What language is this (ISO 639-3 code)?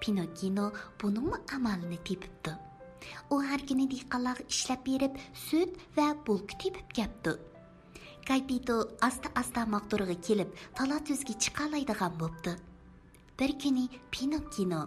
uig